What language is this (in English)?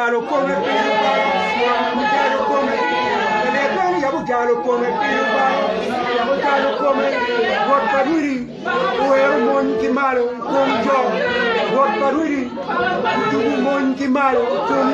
Acoli